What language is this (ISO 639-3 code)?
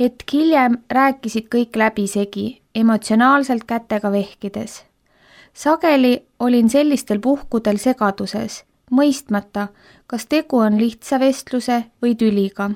est